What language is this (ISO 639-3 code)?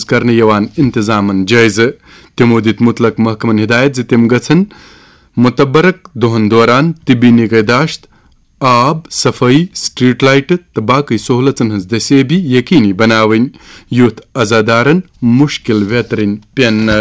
kas